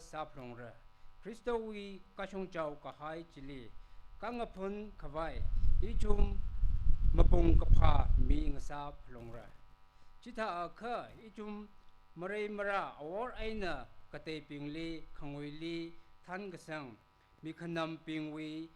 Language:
Tangkhul Naga (India)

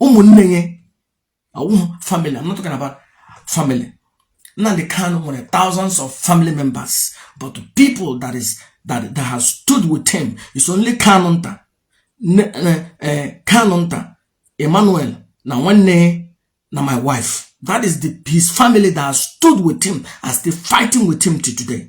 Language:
Igbo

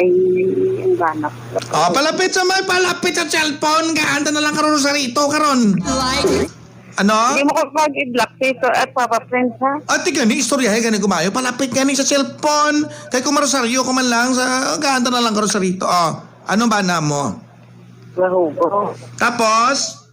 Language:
Hiligaynon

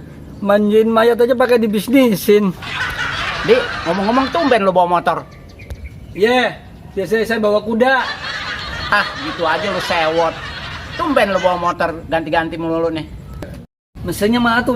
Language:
Betawi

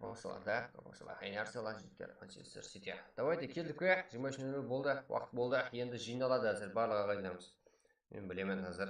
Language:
Kara-Kalpak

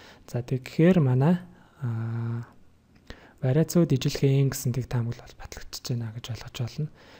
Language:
Mongolian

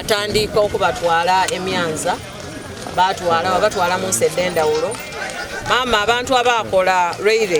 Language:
Soga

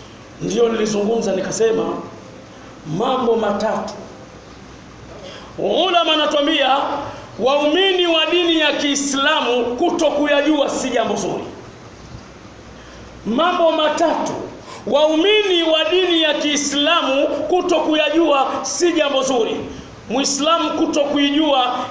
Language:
Swahili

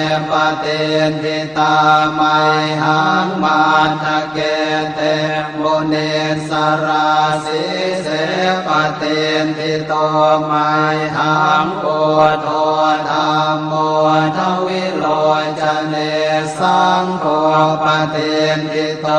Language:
Pali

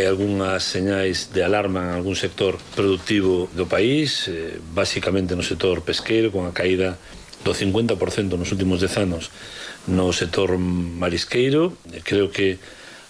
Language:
Galician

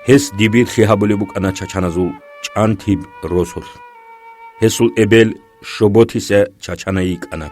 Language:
Avaric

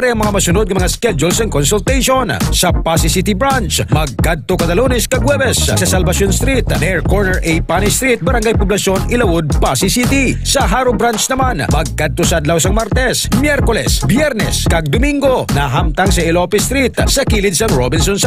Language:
Hiligaynon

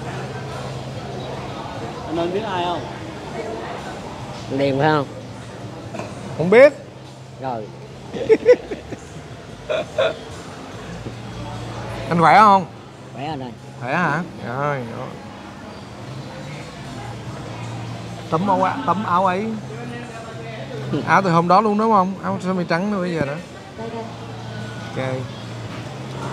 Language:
Vietnamese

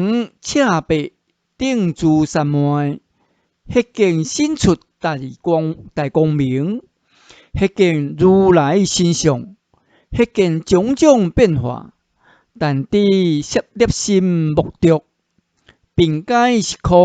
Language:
Min Nan Chinese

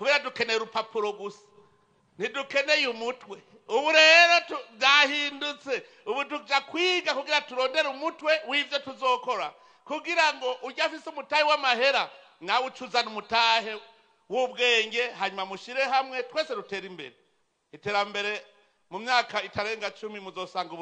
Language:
Rundi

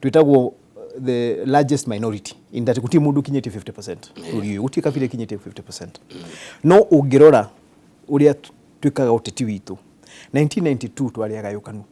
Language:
Kikuyu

